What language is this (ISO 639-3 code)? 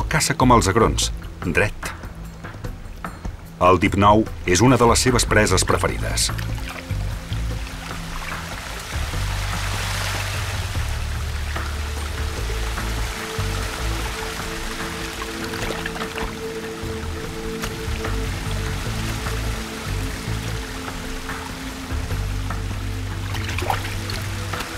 cat